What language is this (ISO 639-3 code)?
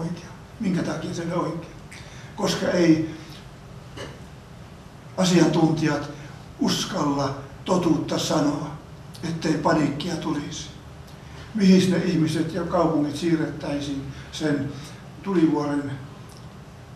fin